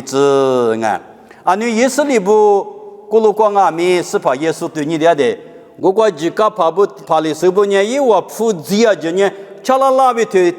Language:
Lisu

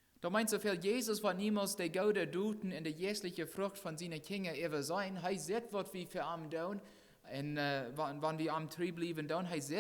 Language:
Plautdietsch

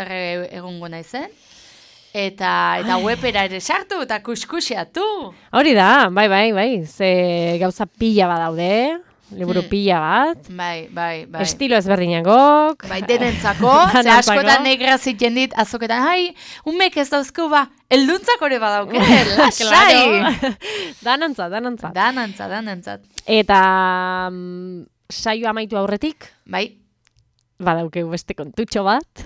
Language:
Basque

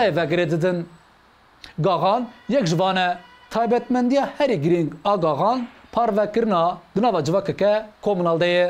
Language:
Kurdish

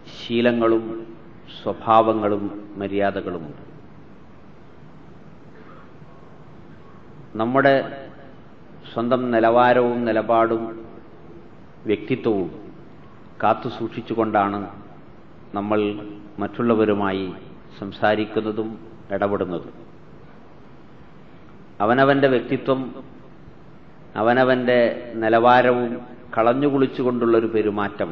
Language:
Malayalam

